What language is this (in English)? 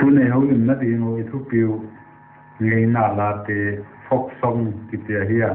Paite Chin